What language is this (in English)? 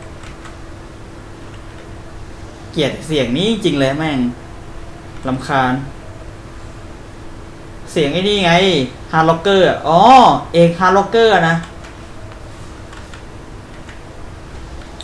Thai